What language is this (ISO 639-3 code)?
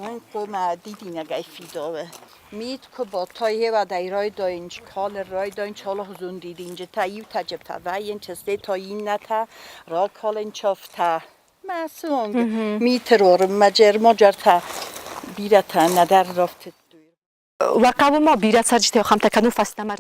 oss